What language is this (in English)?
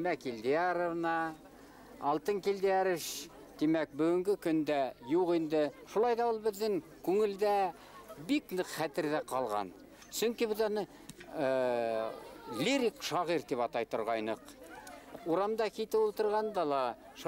Bashkir